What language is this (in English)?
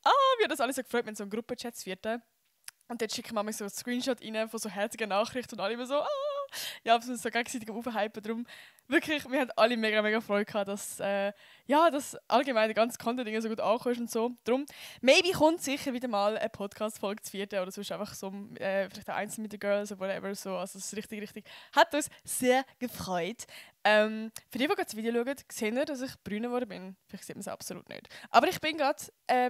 Swiss German